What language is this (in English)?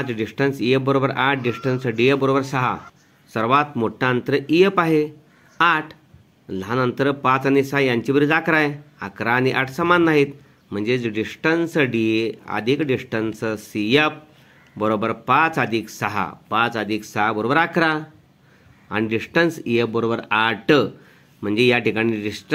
Marathi